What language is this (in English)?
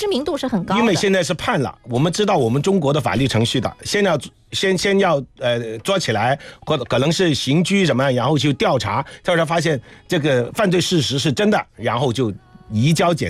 Chinese